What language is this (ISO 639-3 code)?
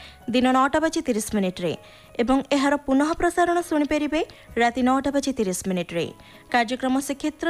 ori